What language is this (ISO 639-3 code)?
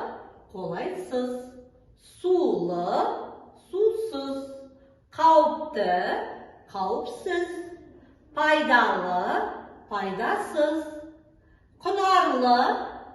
kaz